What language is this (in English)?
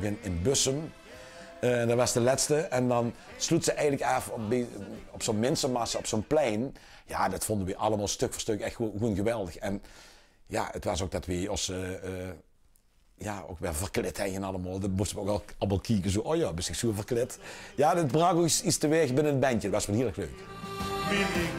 Limburgish